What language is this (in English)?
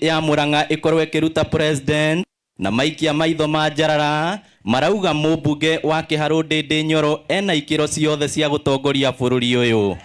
Kikuyu